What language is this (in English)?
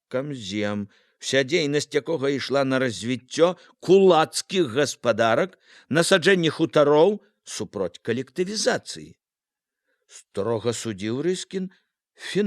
Belarusian